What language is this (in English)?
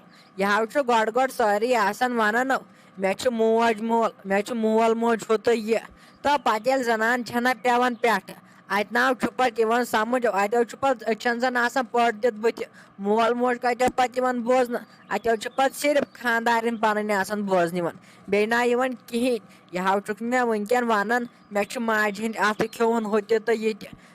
Kashmiri